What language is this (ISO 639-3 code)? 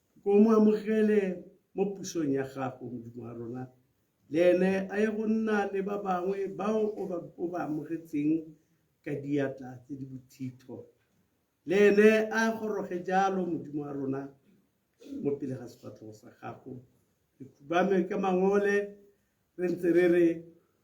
tsn